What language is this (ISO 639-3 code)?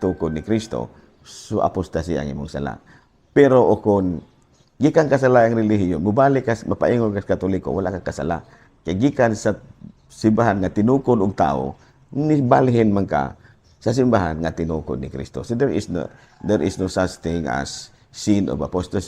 ceb